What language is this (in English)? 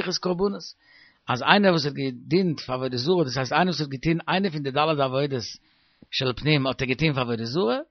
Yiddish